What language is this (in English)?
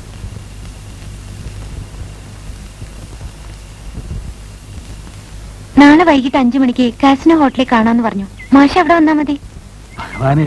Malayalam